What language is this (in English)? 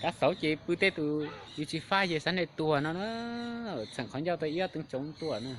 Hmong